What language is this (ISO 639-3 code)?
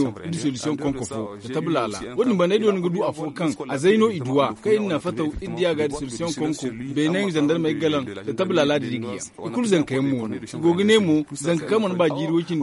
dje